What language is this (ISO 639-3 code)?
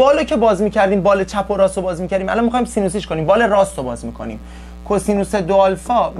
fas